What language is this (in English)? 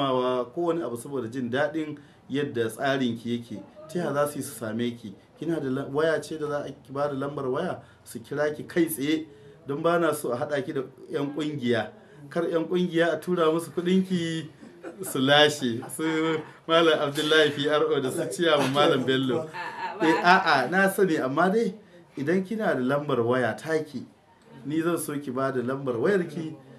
Hausa